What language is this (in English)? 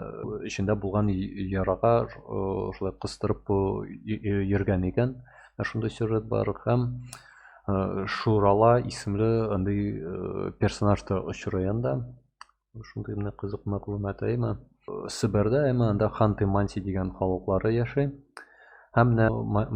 Tatar